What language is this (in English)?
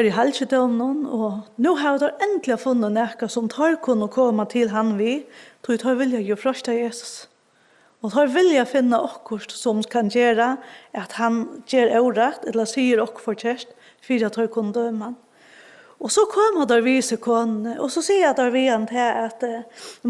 Faroese